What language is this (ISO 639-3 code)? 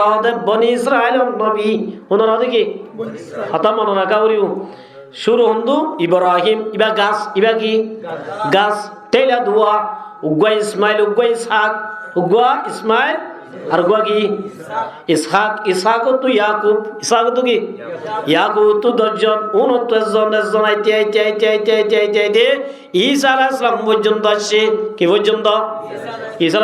rhg